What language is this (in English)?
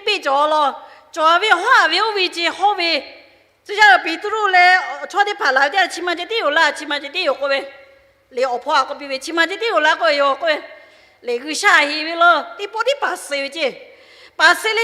Lahu